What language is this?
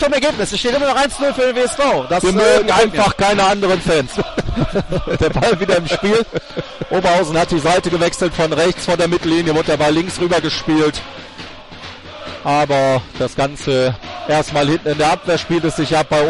German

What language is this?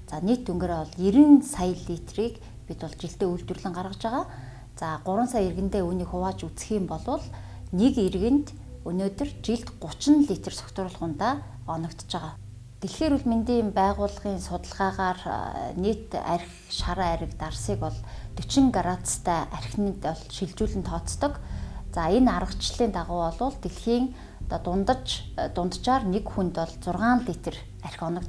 Mongolian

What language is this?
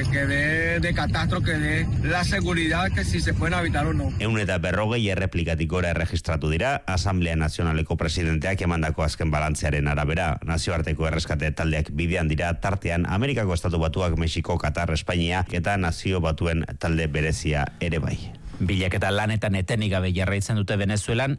Basque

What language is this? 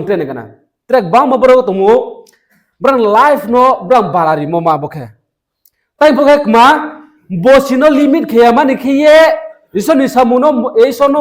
Riang (India)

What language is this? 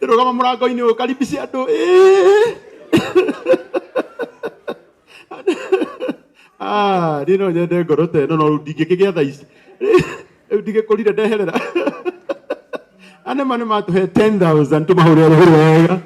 Kikuyu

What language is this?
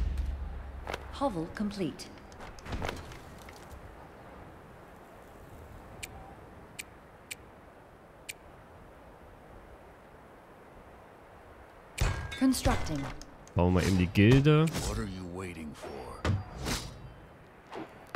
German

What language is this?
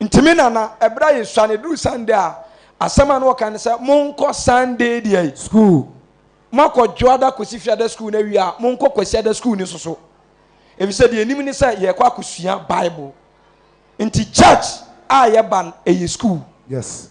Akan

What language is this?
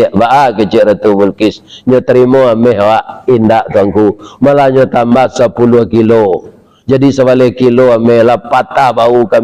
Minangkabau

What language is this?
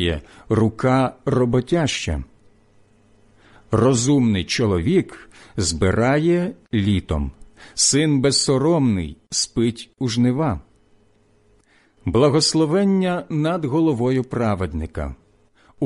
Ukrainian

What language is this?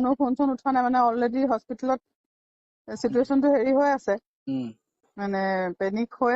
Assamese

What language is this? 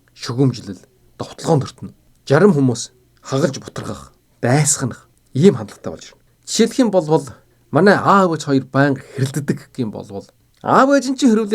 Mongolian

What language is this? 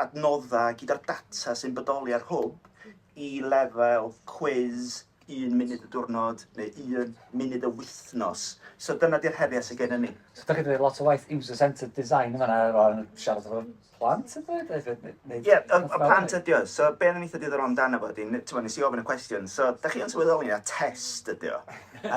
Welsh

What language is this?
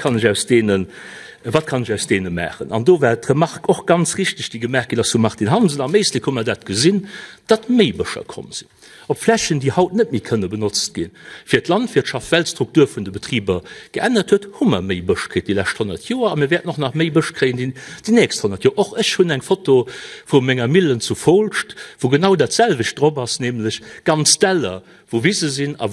Luxembourgish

